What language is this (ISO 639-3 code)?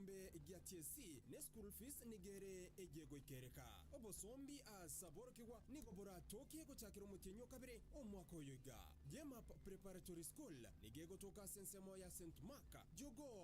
guz